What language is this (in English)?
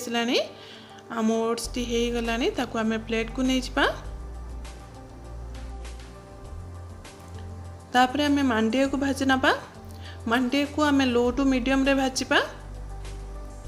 Odia